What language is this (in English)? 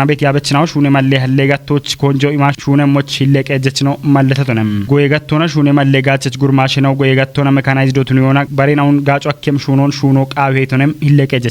Kafa